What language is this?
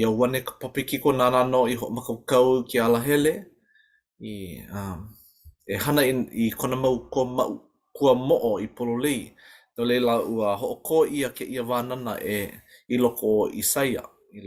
Hawaiian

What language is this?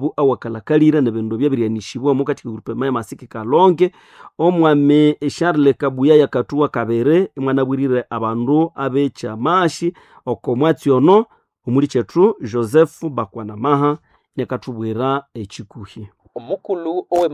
Nande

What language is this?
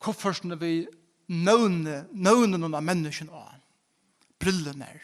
Faroese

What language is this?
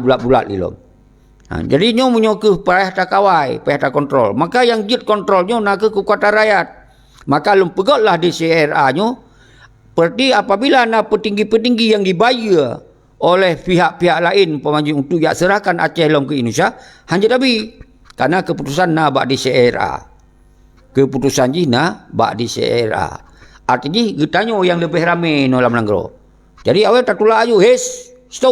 Achinese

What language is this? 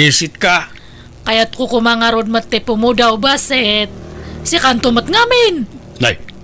Iloko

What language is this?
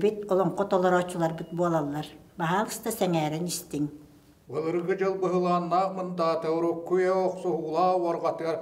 Yakut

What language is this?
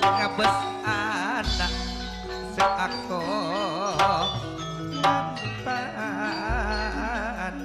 Madurese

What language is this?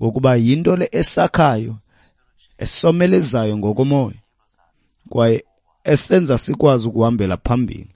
Xhosa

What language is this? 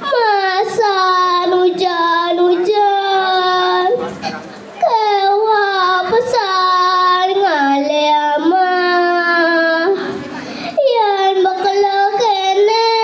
Balinese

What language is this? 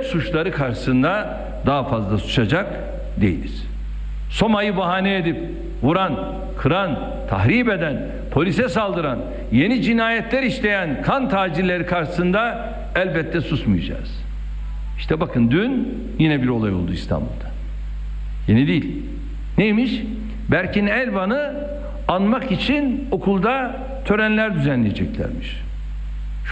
Turkish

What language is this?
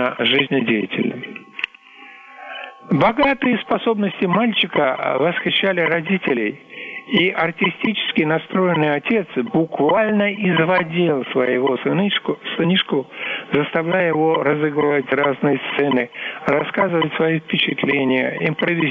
Russian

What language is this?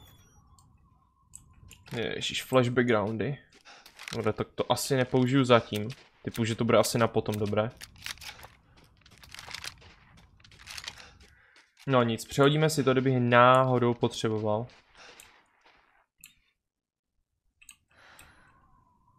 Czech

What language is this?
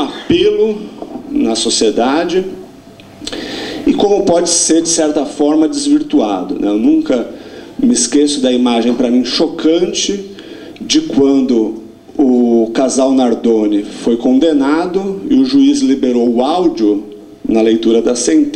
Portuguese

